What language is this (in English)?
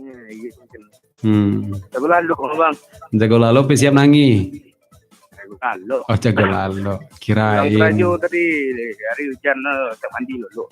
Minangkabau